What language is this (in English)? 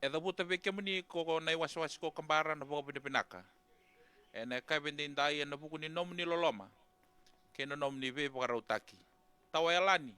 Fijian